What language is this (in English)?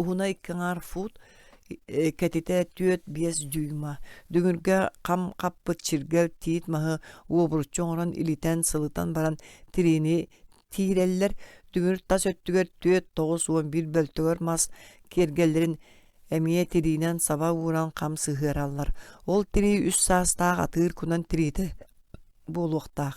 Yakut